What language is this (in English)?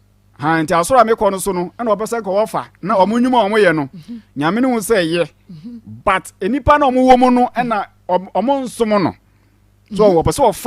Akan